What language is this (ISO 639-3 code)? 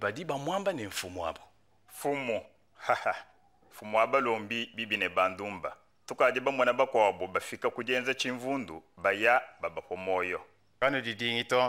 lua